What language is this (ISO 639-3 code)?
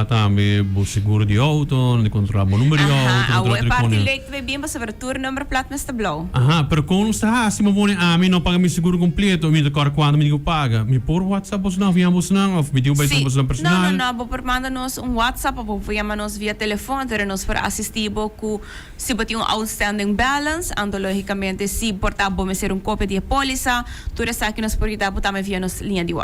pap